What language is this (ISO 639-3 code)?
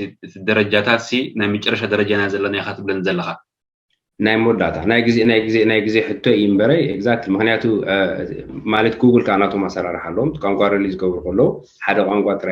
tir